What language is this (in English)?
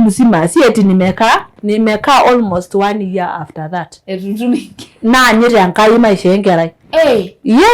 Masai